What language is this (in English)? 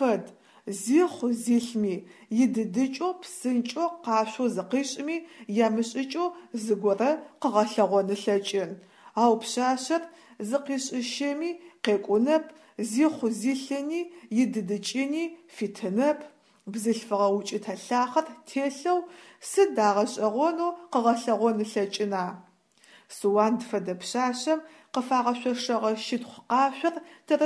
Adyghe